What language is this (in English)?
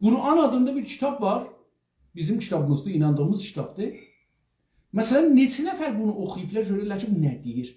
South Azerbaijani